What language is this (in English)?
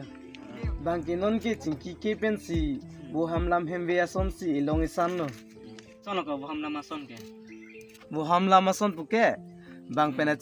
Karbi